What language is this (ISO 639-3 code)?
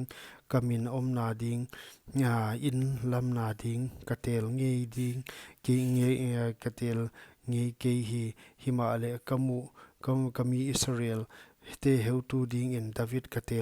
pck